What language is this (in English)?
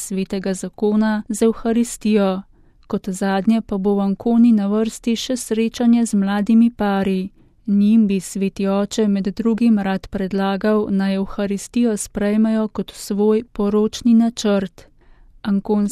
Slovenian